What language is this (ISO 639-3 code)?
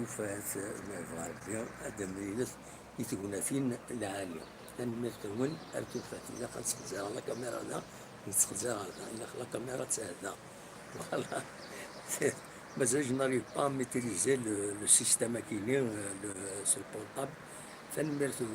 kab